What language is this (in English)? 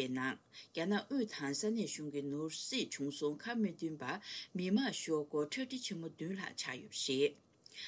Tibetan